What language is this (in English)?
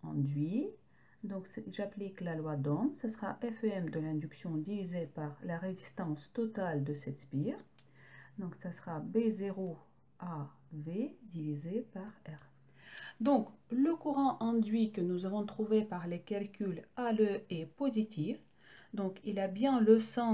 French